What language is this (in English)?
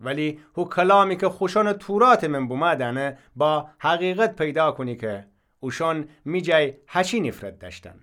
Gilaki